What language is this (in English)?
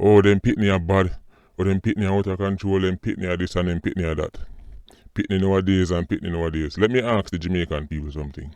Jamaican Creole English